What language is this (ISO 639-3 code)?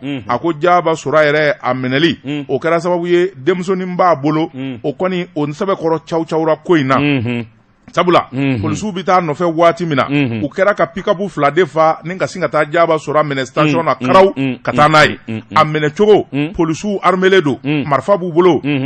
bam